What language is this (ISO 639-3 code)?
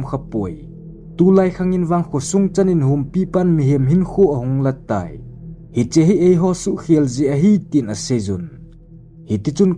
tcz